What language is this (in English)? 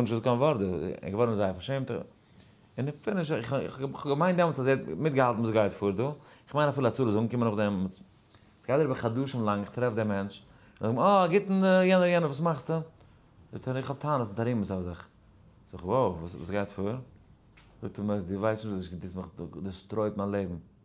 Yiddish